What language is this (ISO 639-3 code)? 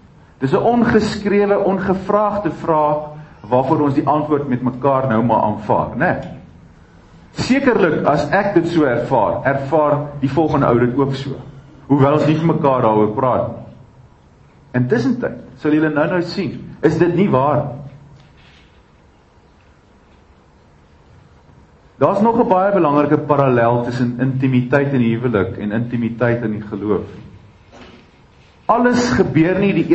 afr